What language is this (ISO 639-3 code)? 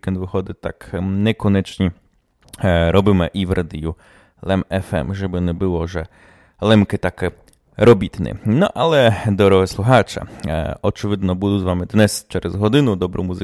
rue